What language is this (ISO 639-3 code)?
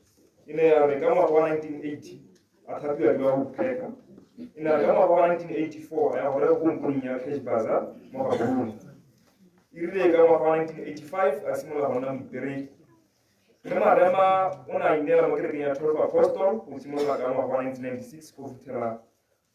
tsn